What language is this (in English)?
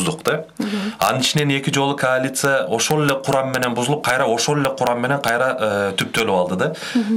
Kyrgyz